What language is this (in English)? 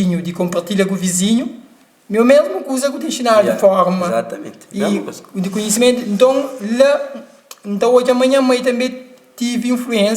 Kabuverdianu